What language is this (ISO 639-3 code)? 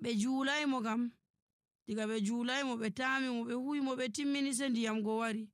fuv